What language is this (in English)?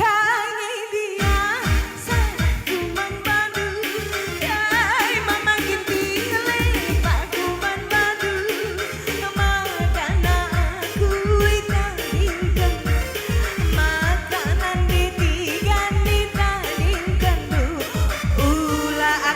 Batak Karo